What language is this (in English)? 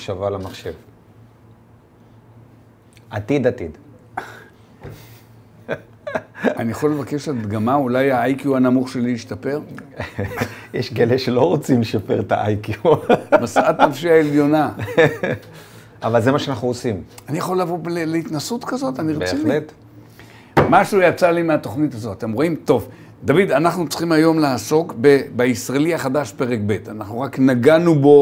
Hebrew